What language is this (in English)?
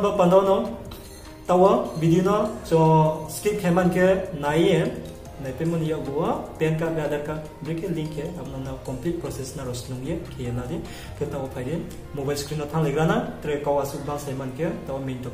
Riang (India)